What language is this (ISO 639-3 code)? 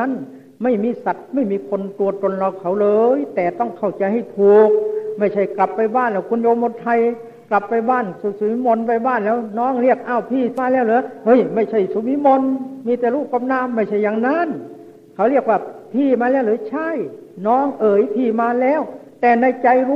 tha